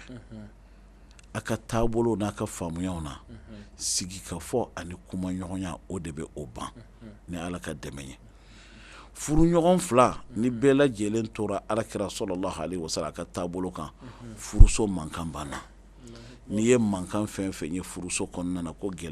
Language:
Bambara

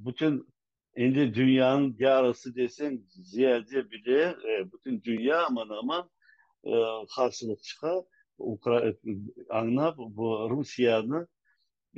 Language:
Crimean Tatar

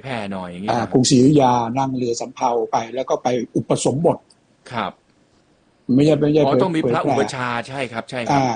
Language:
Thai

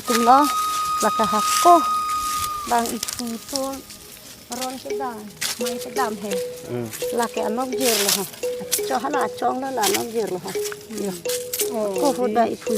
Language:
Karbi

